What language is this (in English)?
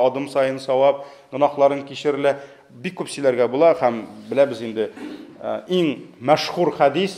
Tatar